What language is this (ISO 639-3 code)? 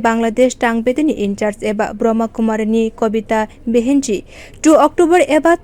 trp